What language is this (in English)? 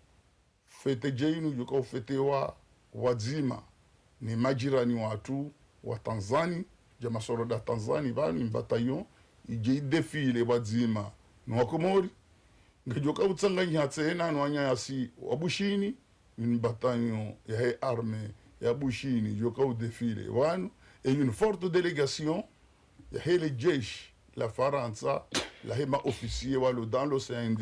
Ngazidja Comorian